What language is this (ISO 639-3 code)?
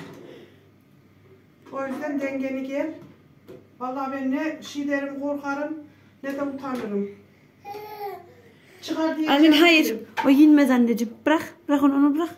tur